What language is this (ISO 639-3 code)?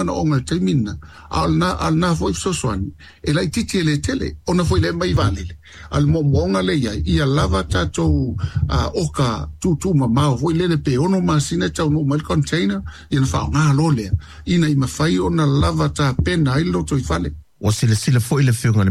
smo